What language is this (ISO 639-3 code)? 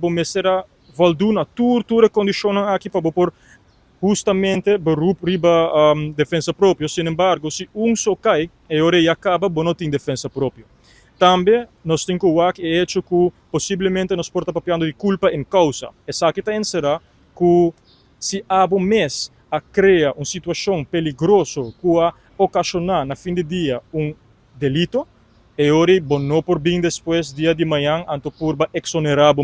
pap